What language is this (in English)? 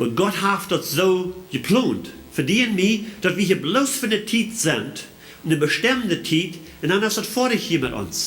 Plautdietsch